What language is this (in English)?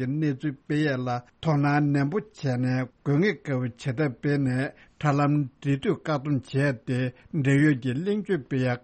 Tibetan